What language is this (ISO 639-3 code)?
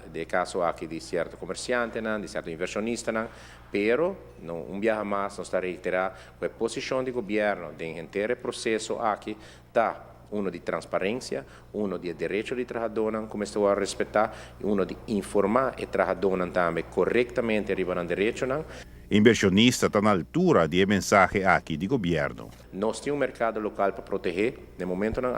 pap